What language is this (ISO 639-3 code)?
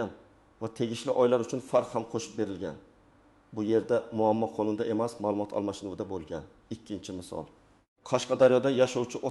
uzb